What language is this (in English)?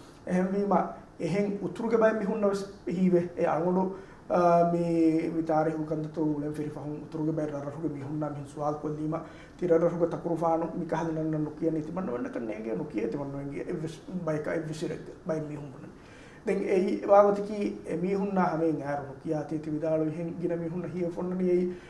Divehi